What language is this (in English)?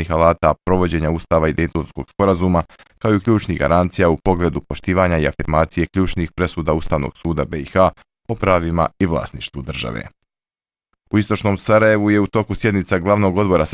Bosnian